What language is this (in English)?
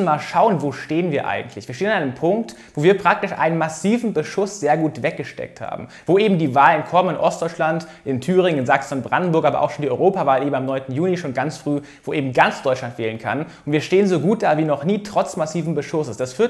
German